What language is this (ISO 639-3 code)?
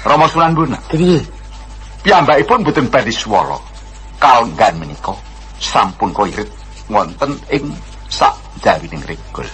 jav